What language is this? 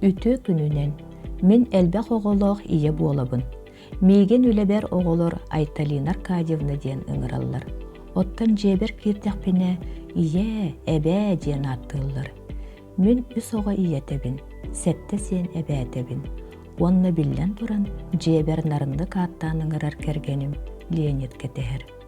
Yakut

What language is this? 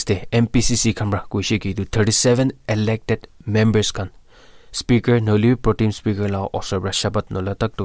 Naga Pidgin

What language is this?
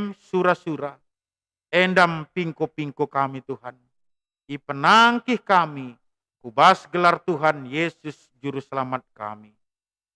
Batak Karo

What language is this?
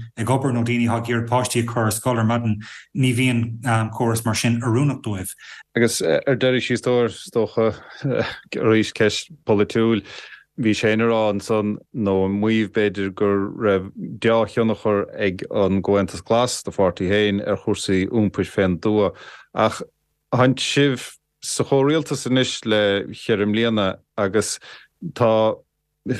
Irish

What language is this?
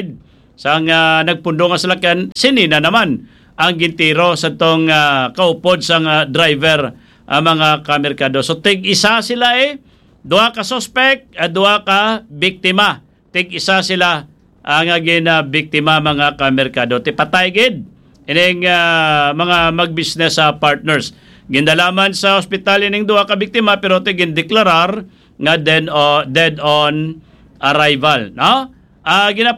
Hiligaynon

